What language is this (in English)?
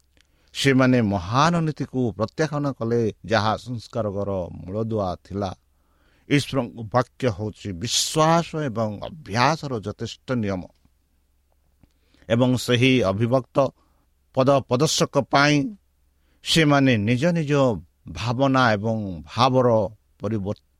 Odia